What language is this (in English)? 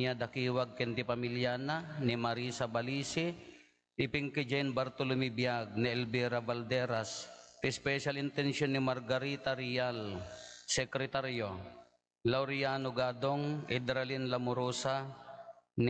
Iloko